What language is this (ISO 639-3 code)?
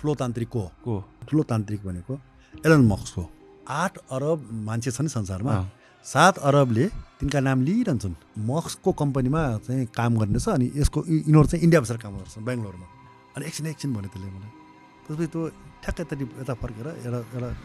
nep